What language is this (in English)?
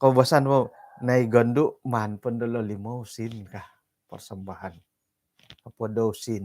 Central Dusun